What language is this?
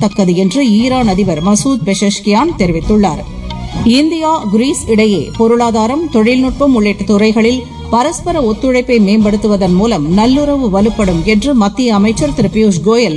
Tamil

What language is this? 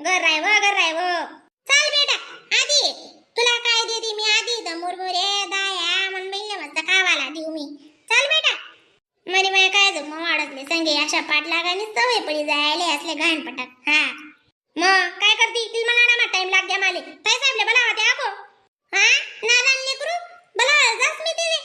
Khandesi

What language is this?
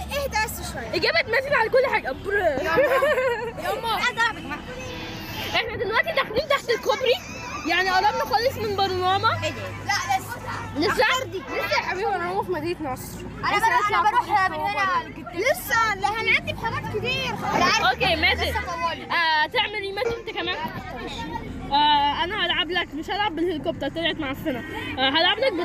Egyptian Arabic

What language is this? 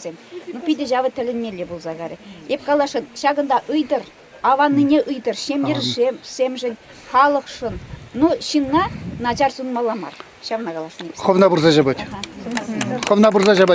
Chuvash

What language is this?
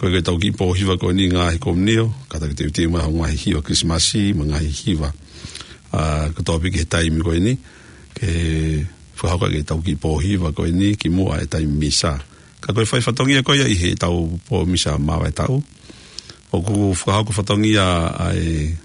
Tongan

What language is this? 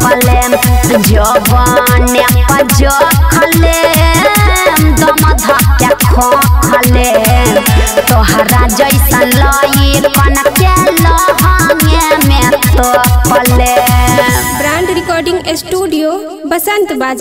Bhojpuri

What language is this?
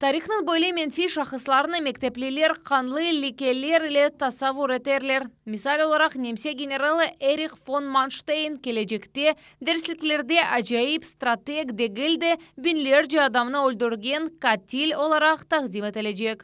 Crimean Tatar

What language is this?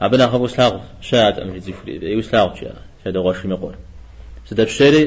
Kabardian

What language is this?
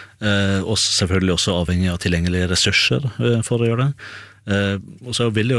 Norwegian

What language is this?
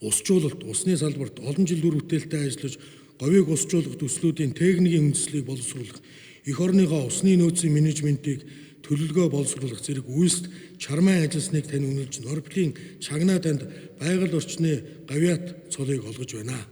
Mongolian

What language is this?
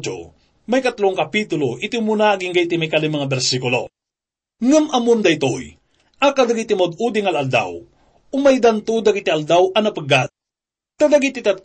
Iloko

